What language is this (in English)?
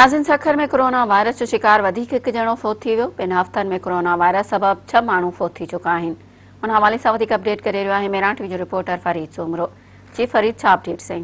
Sindhi